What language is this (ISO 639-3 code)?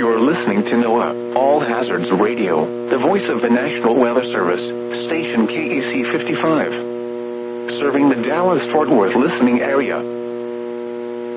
eng